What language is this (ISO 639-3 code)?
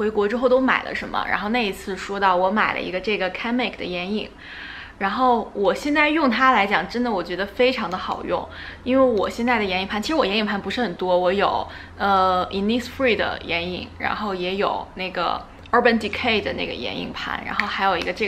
zho